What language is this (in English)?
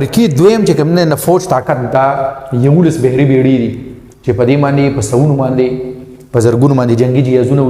Pashto